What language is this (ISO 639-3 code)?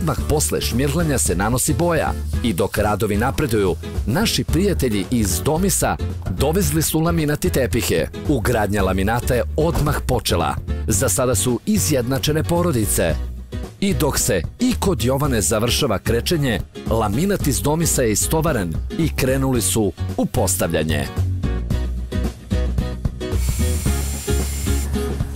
srp